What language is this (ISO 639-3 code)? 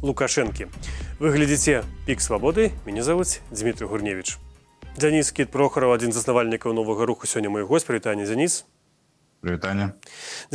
bel